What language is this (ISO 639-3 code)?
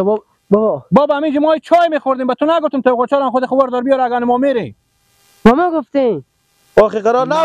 fas